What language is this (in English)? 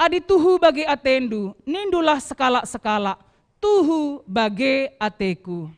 Batak Karo